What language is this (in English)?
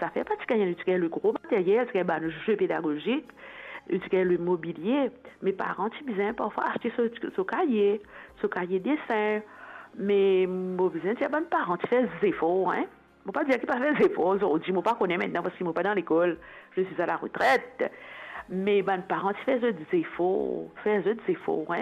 Morisyen